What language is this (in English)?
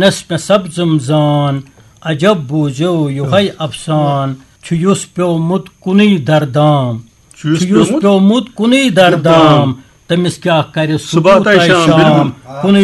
Kashmiri